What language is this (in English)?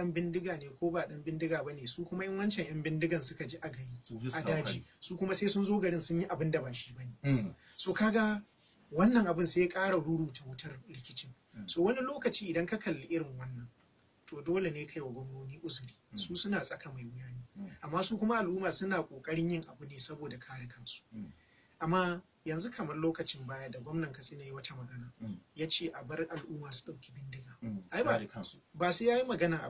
Hausa